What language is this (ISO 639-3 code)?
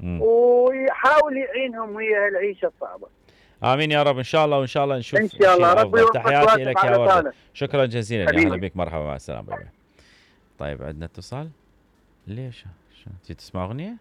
acm